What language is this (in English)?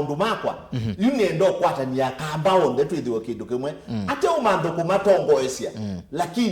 Kamba